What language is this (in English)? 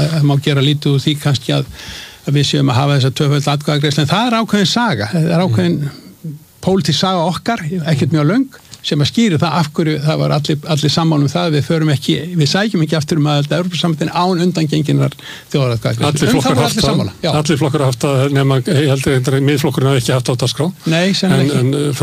Icelandic